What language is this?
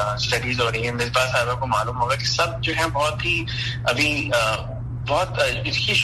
Urdu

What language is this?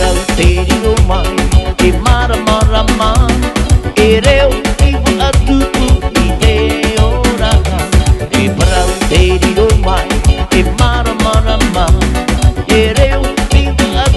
Tahitian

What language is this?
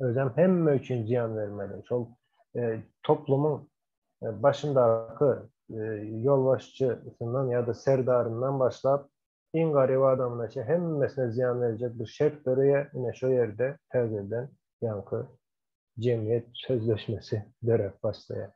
Turkmen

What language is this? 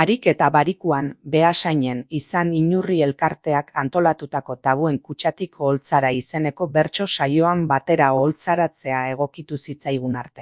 Basque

